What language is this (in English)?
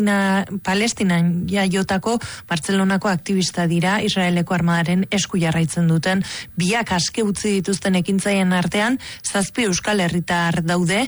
Basque